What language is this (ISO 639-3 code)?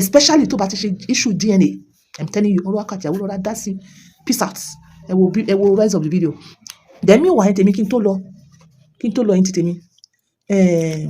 yor